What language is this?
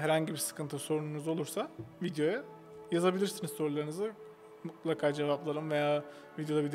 Turkish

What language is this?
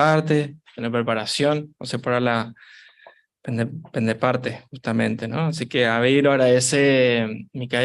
Guarani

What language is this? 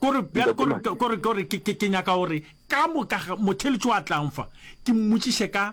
Northern Sotho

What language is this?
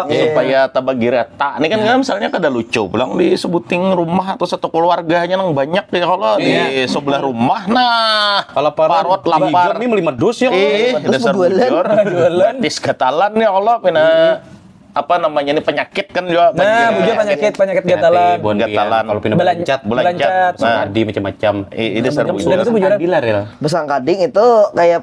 Banjar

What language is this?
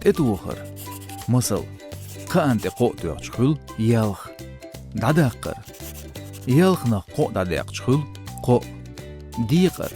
Chechen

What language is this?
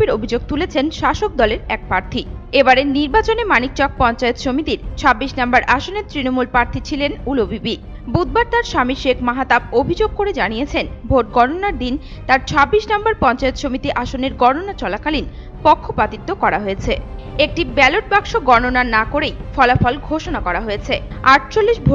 Bangla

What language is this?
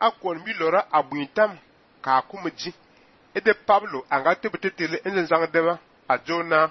Fang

